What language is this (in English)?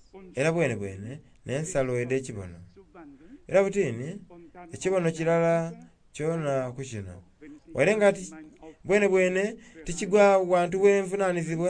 Soga